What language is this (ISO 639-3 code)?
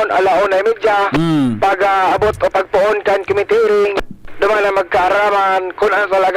bik